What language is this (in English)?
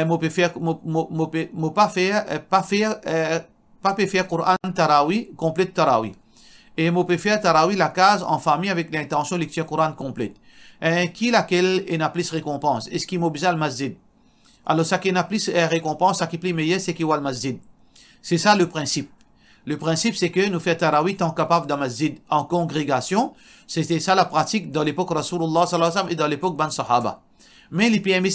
Morisyen